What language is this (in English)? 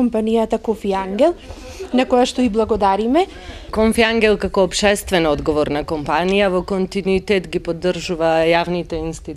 Macedonian